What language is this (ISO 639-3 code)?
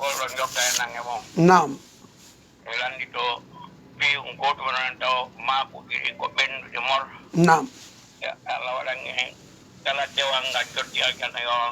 ful